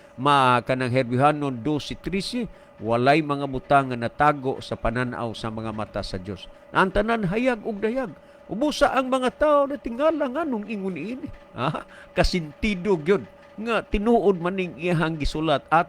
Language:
Cebuano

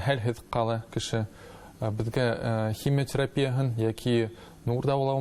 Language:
Bashkir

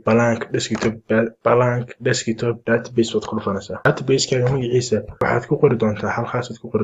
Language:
Somali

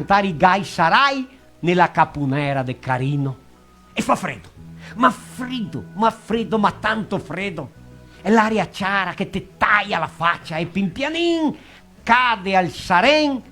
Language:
Venetian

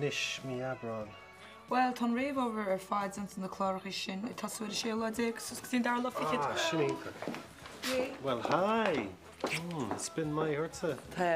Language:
Irish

